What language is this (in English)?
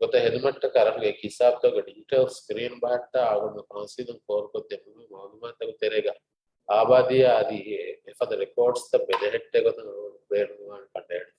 Divehi